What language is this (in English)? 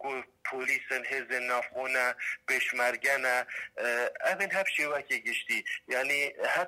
Kurdish